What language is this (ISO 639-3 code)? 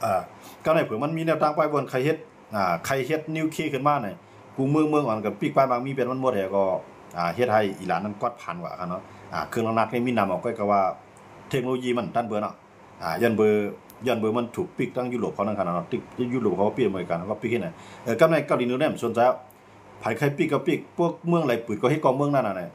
shn